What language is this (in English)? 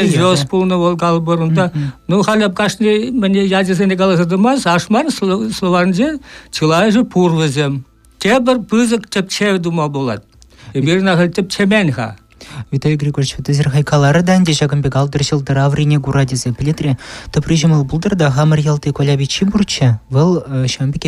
Chuvash